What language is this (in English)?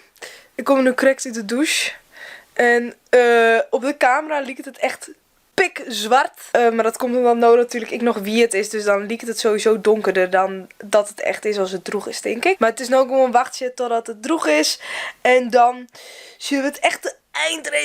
Western Frisian